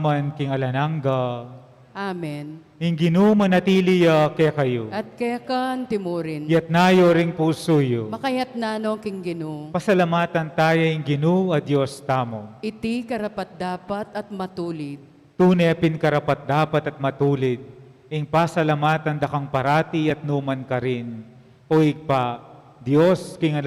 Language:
Pampanga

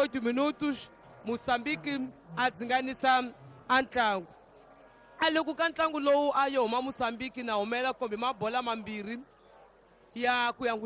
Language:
Tsonga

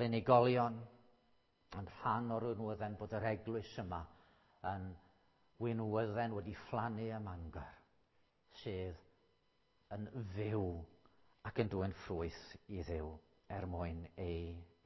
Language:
Welsh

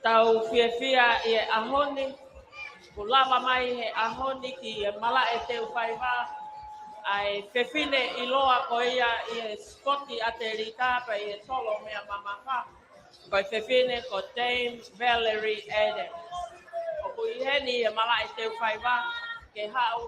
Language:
Tongan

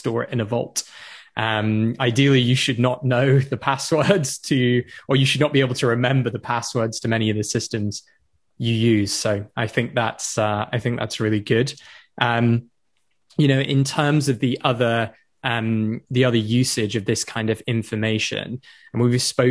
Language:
English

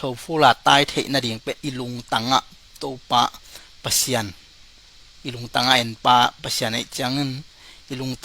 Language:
Tedim Chin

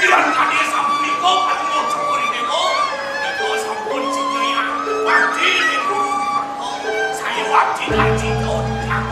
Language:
Balinese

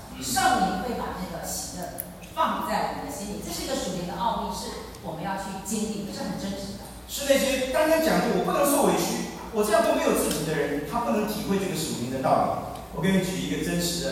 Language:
Chinese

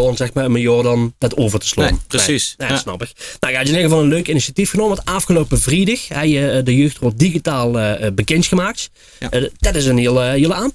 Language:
Limburgish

